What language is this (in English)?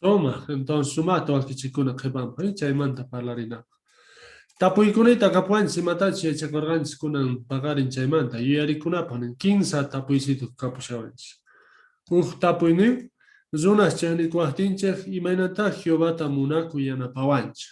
South Bolivian Quechua